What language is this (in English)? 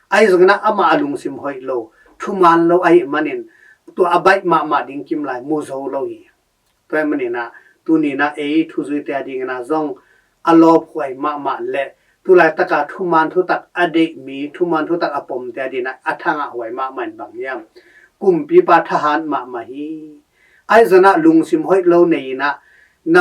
Tedim Chin